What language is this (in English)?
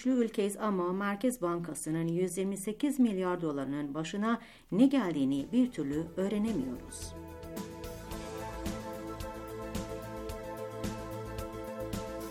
Turkish